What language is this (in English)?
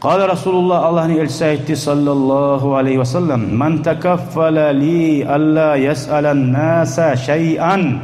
Kumyk